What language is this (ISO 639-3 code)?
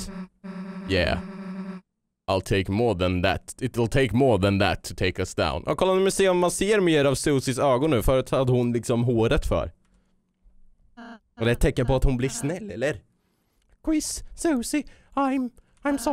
swe